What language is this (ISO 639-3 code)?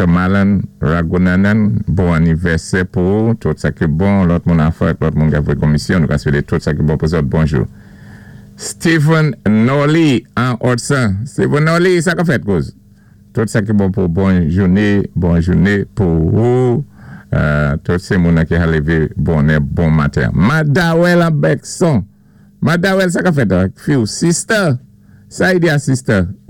acf